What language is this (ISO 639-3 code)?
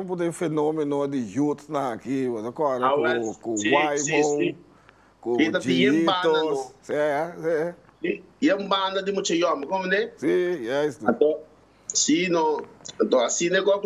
pap